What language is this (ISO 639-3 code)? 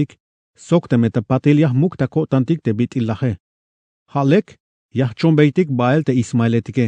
tzh